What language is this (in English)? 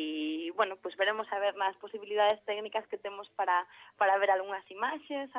Galician